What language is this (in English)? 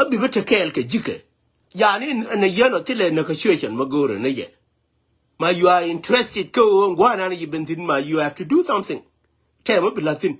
Nuer